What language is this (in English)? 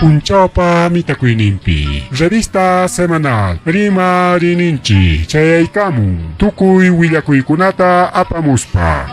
Ayacucho Quechua